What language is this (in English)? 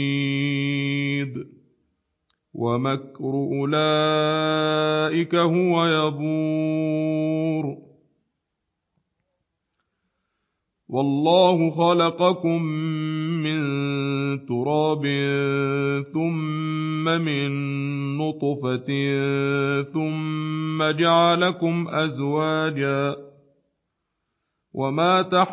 Arabic